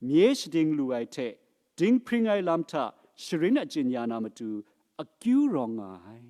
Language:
Kachin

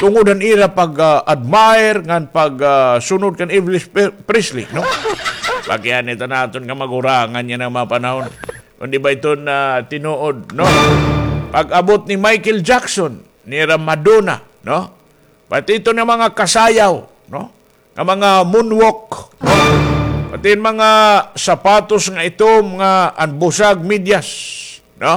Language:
Waray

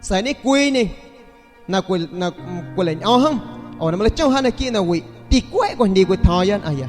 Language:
San Pedro Amuzgos Amuzgo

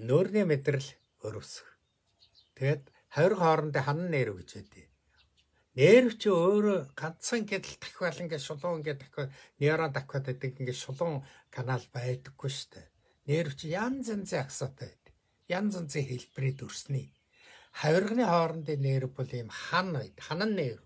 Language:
Mongolian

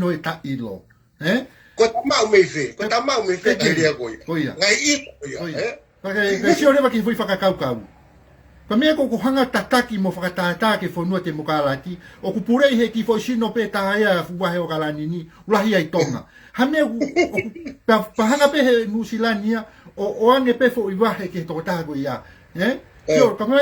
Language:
Tongan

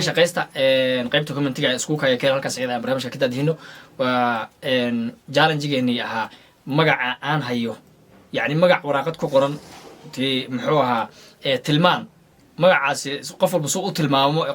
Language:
Somali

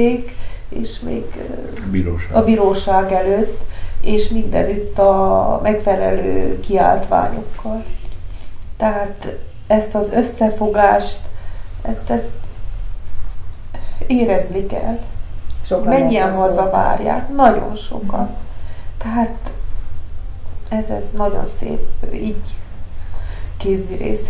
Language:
Hungarian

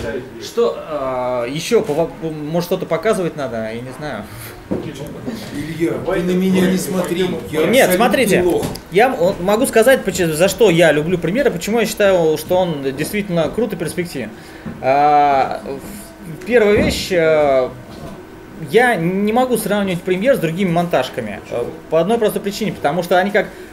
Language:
Russian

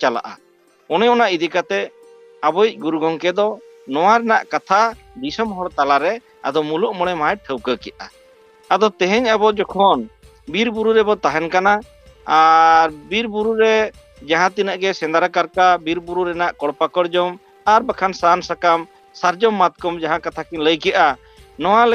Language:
Santali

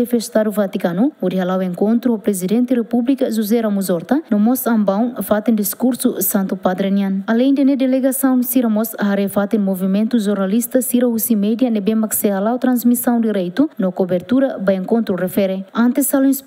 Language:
Tetum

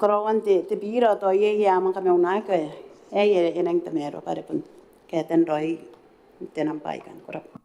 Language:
Gilbertese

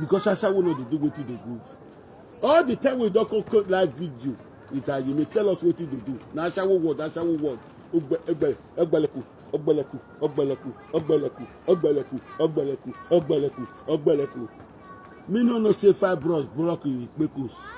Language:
Nigerian Pidgin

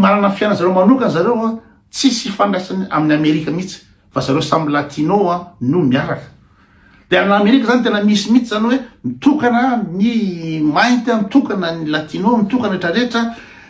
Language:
Malagasy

